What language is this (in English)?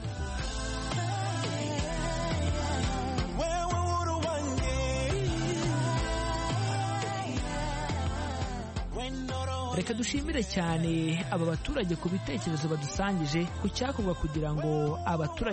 Kinyarwanda